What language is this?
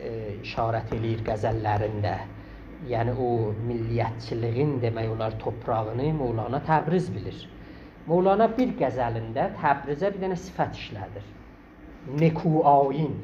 South Azerbaijani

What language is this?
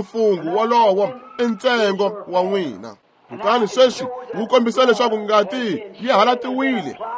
Tsonga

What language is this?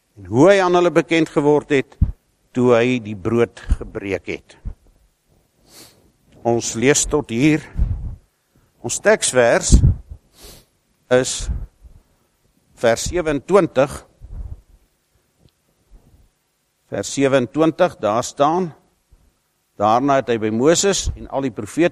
Afrikaans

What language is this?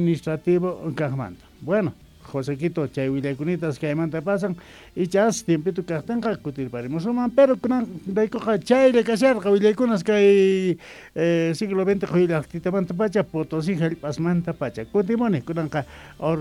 South Bolivian Quechua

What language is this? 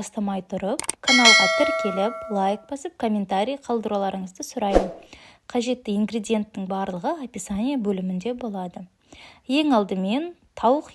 Kazakh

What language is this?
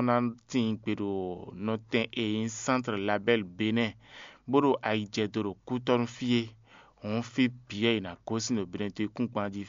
Fon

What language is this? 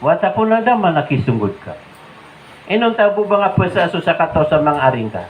Maranao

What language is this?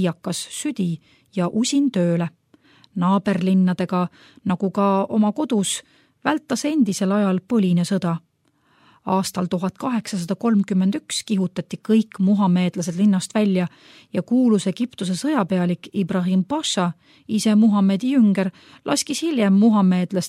Estonian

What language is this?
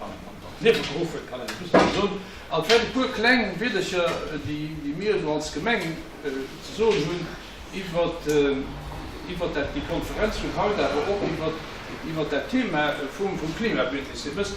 Luxembourgish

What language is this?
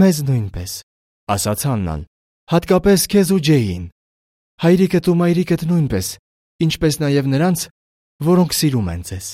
Armenian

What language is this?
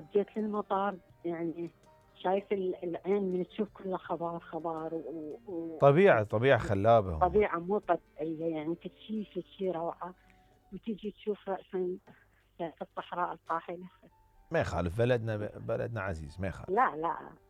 Mesopotamian Arabic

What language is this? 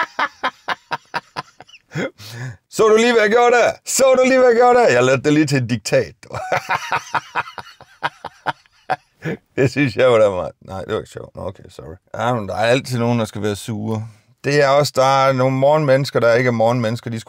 Danish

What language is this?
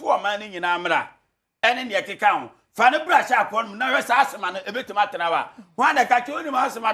Akan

